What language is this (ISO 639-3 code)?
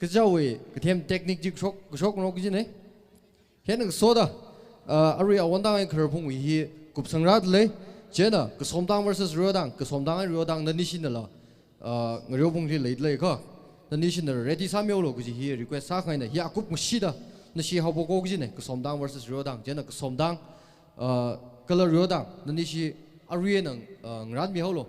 nmf